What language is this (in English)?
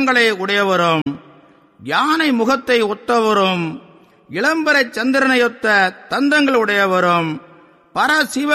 Tamil